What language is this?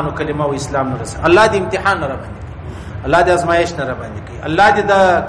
Pashto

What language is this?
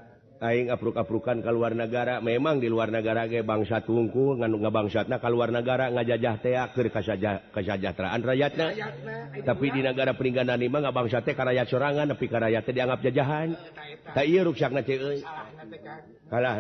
Sundanese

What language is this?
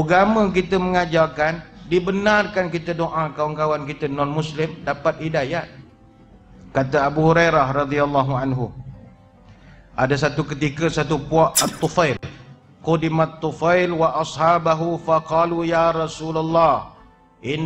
Malay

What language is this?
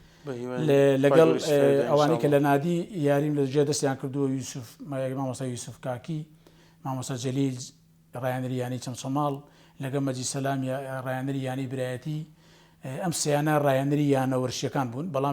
Central Kurdish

